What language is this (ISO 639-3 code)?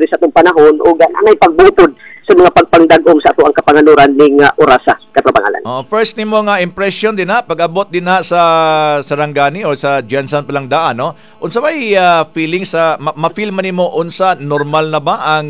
ceb